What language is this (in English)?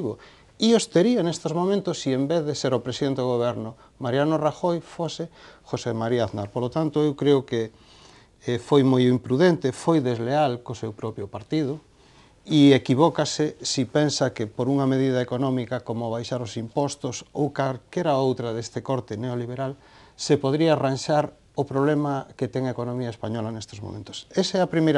Galician